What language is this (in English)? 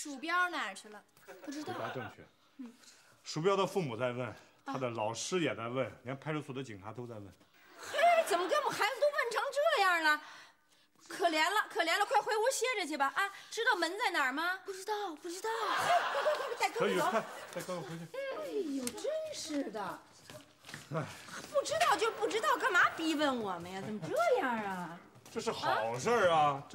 Chinese